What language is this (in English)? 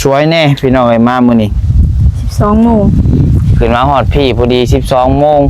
Lao